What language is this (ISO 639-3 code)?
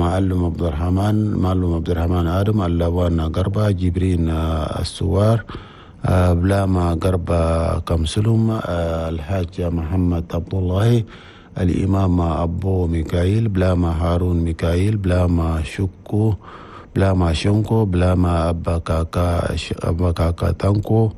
shu